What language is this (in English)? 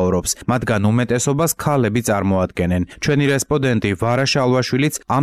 Georgian